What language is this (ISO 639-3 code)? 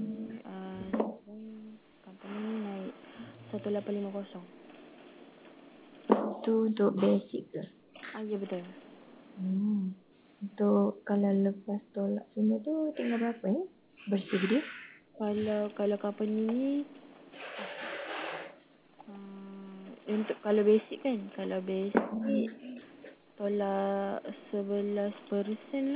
msa